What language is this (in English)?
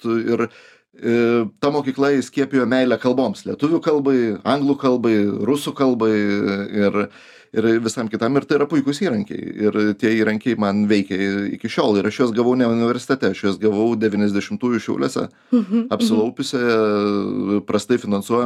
Lithuanian